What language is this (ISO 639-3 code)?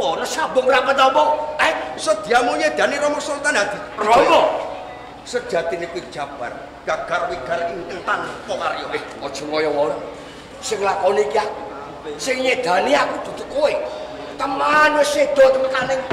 jav